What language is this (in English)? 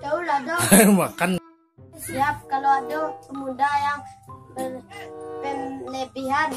Minangkabau